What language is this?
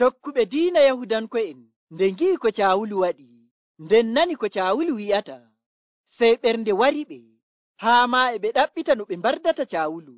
Nigerian Fulfulde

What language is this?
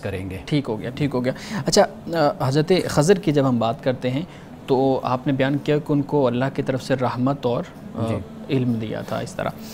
Urdu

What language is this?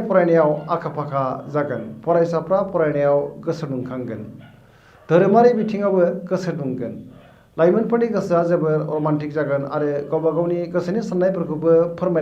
Bodo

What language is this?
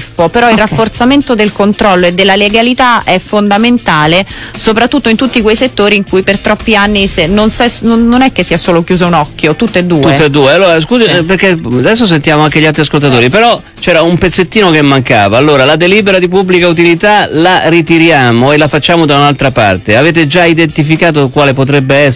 Italian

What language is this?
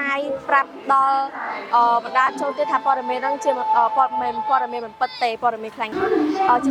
Khmer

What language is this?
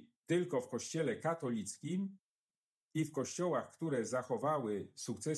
Polish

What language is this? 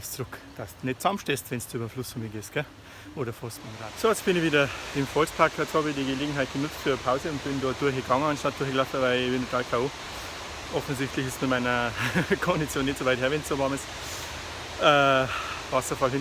Bavarian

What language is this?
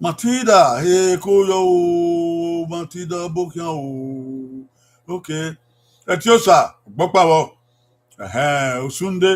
Bini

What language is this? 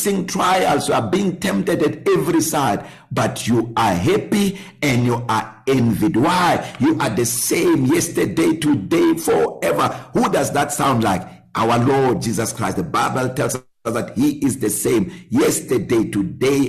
English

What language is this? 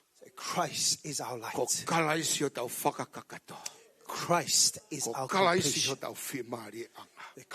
Tongan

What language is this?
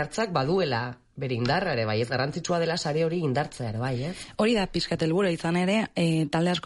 Basque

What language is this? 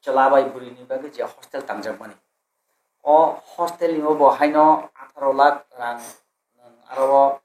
Kok Borok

